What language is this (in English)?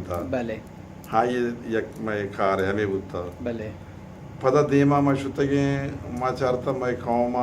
Baluchi